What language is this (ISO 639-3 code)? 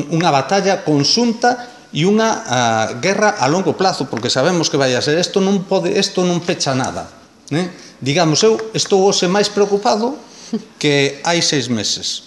glg